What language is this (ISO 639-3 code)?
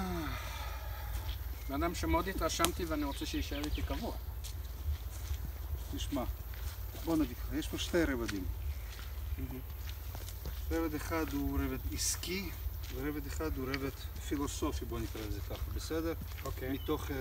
heb